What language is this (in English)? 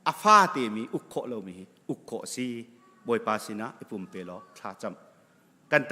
Hakha Chin